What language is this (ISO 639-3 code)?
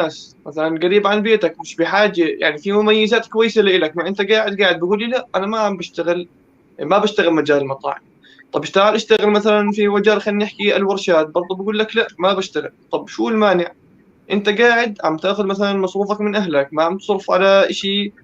apc